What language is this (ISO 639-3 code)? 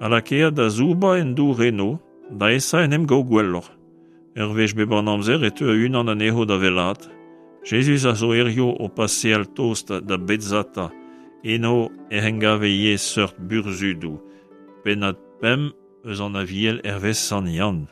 bre